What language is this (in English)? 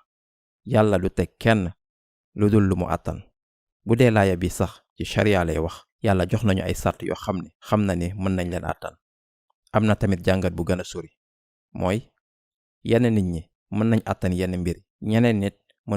Wolof